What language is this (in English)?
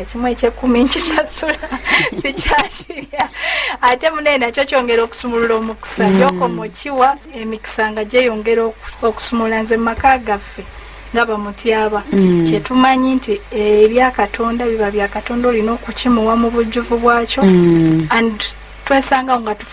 Ganda